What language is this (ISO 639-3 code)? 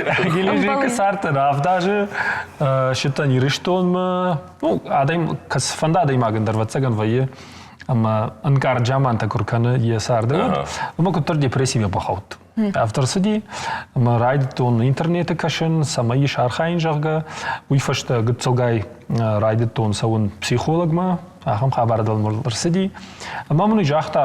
oss